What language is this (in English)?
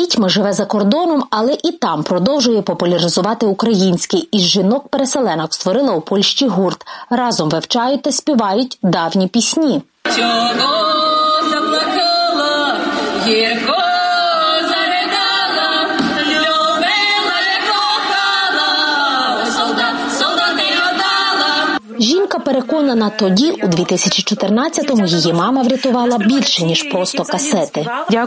Ukrainian